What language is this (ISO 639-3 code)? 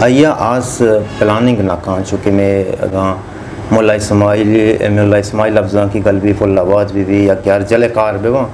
bal